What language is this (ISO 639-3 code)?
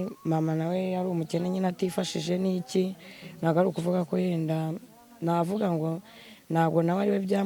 kin